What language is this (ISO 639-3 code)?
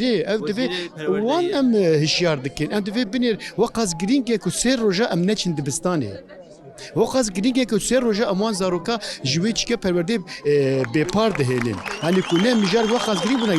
kur